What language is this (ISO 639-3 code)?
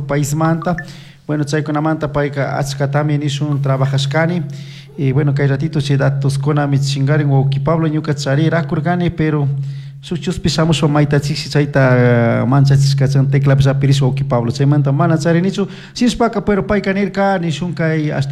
qug